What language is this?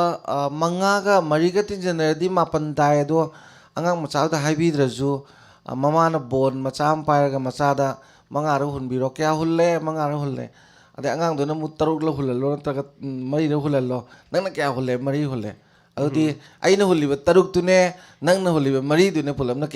Manipuri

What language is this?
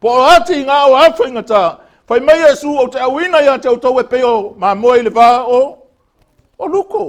Samoan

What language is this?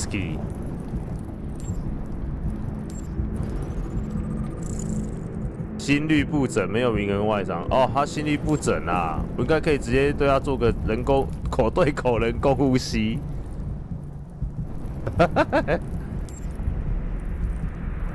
Chinese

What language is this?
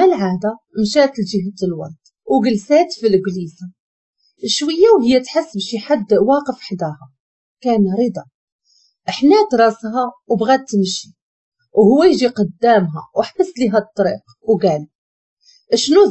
Moroccan Arabic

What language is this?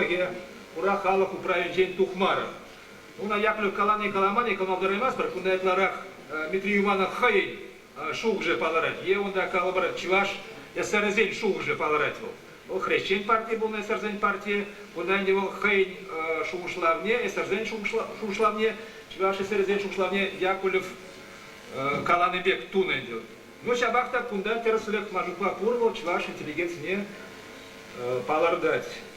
Chuvash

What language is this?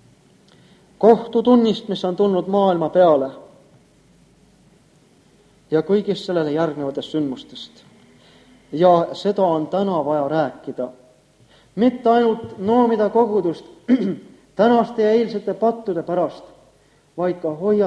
Estonian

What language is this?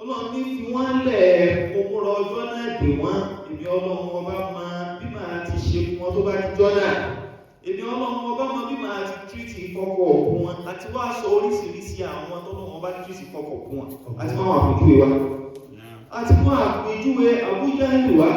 Yoruba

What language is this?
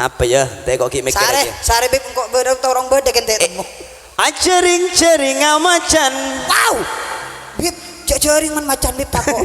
Madurese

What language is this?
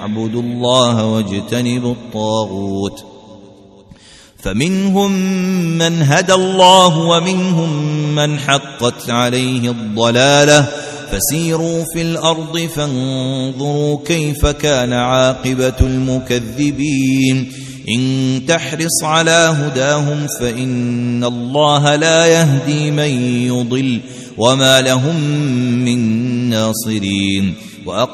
Arabic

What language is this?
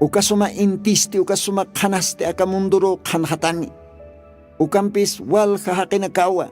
Aymara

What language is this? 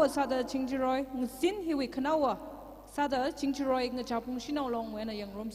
Tangkhul Naga (India)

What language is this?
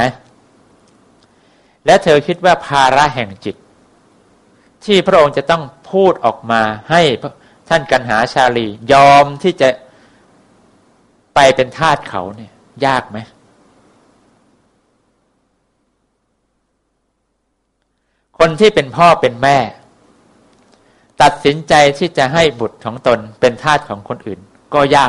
Thai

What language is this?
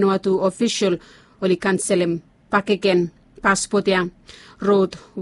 Bislama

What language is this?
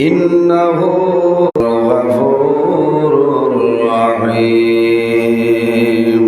Sylheti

